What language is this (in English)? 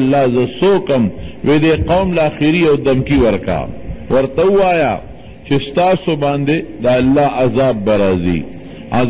Pashto